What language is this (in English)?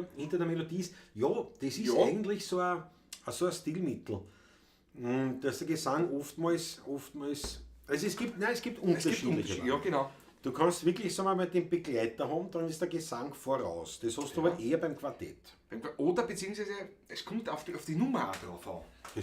Bavarian